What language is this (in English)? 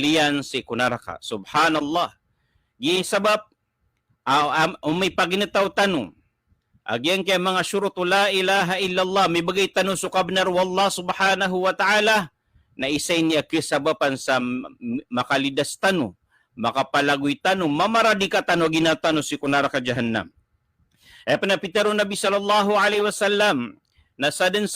Maranao